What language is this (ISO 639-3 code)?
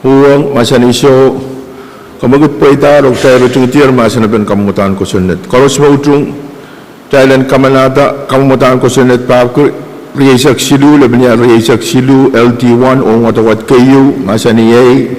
pon